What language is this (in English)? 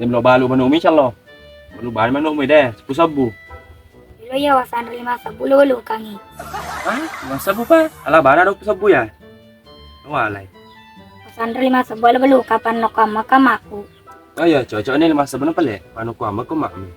Buginese